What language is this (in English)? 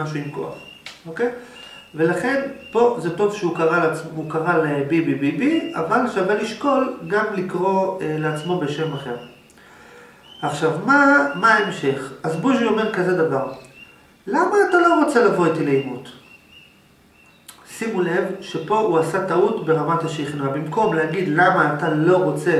Hebrew